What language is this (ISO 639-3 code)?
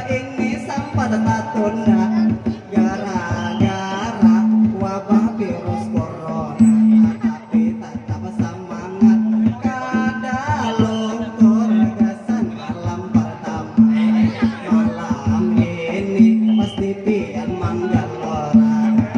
bjn